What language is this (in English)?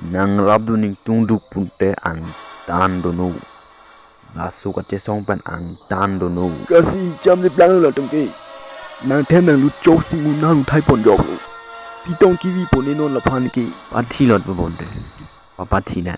Karbi